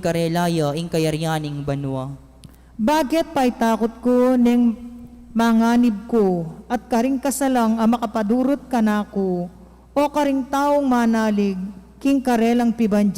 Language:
Pampanga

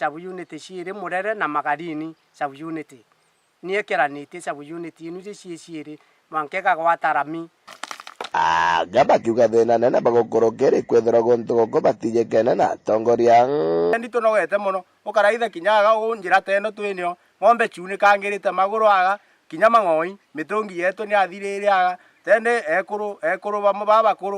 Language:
Meru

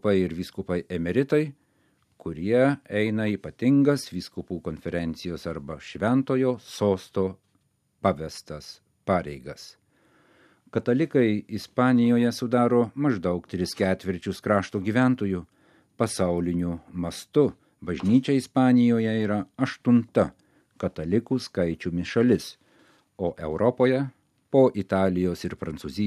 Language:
Lithuanian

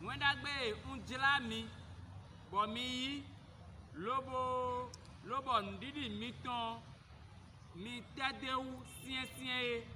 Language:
Fon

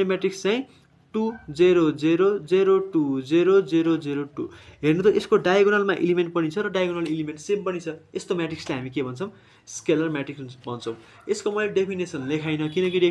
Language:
Nepali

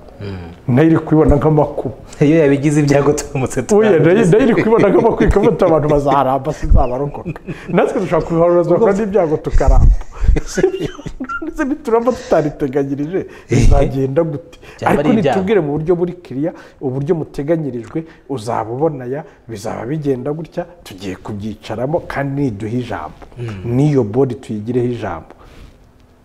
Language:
Kinyarwanda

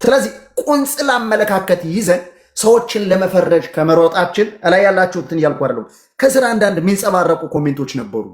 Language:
Amharic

